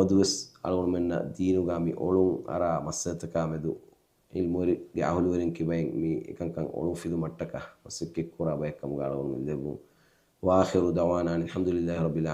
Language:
Divehi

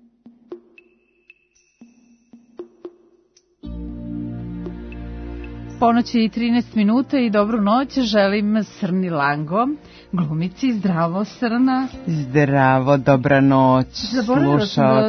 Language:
Serbian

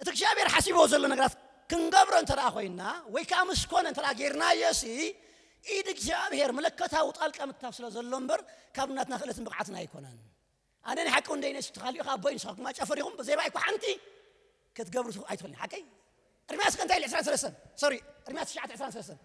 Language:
Tigrinya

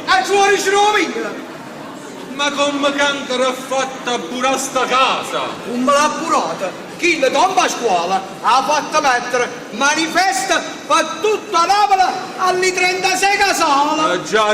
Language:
Neapolitan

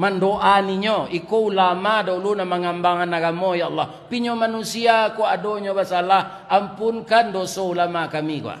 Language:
Minangkabau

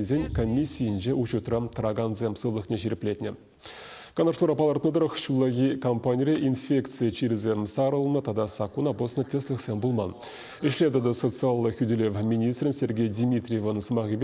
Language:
Chuvash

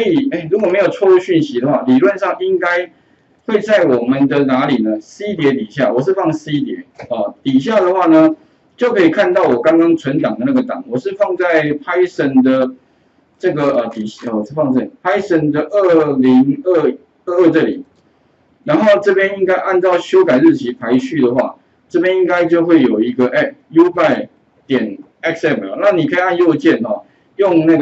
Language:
Chinese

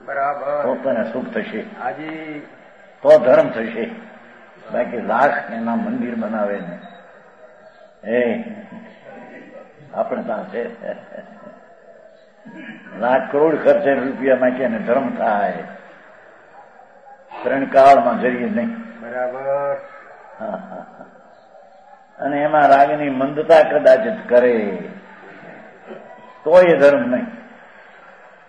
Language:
Gujarati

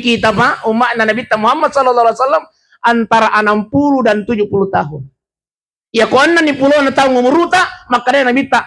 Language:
Buginese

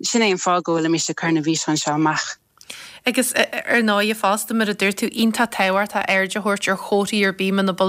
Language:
Irish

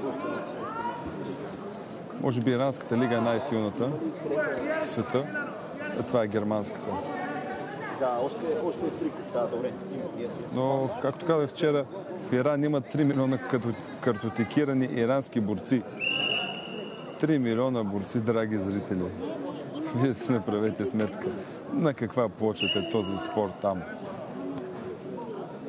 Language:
Bulgarian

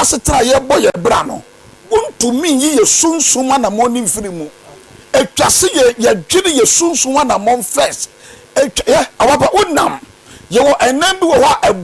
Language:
Akan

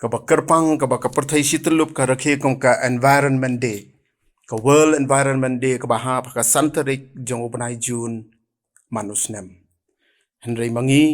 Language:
Khasi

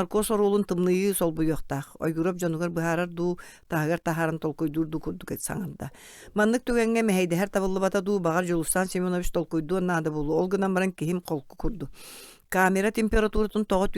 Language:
Yakut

